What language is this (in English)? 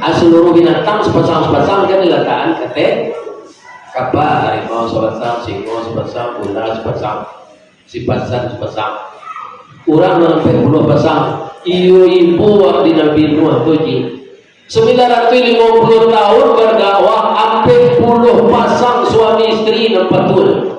Minangkabau